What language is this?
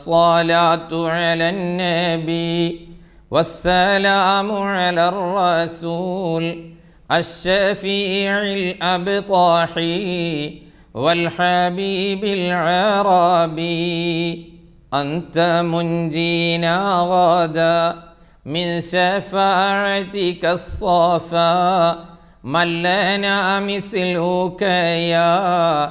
Malayalam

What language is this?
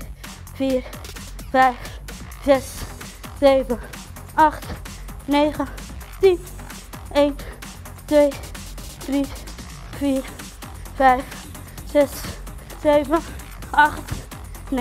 Dutch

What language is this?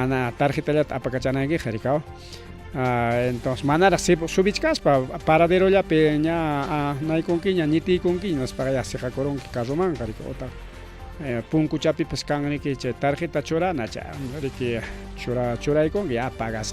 Ayacucho Quechua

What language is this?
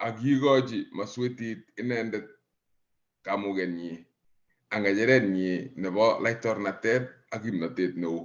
Kalenjin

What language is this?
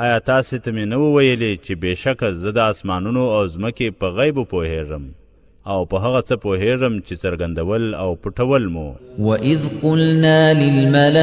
Pashto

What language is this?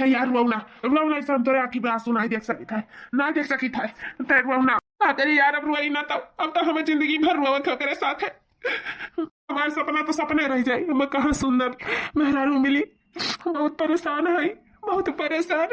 Awadhi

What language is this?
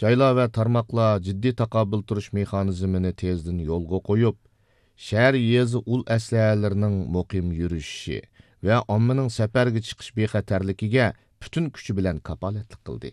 Uyghur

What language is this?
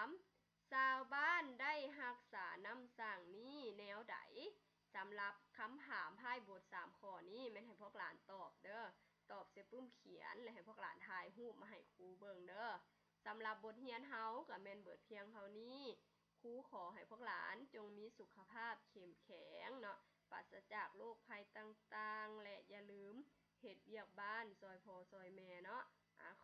Lao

